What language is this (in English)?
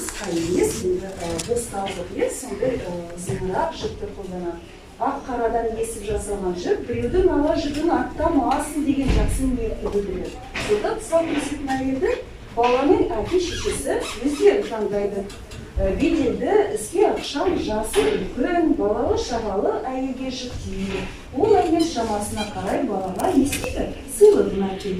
Kazakh